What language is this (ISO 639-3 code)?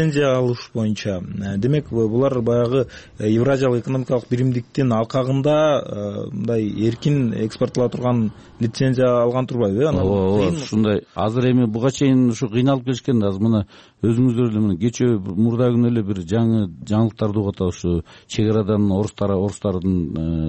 kir